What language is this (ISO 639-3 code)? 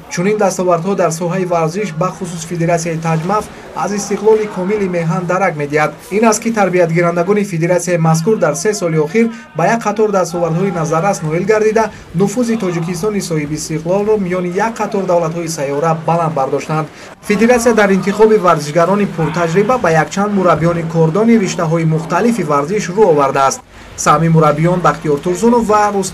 tgk